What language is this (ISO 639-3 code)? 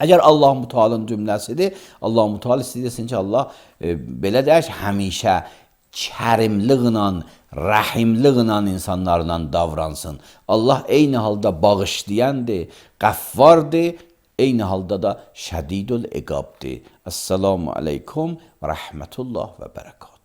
aze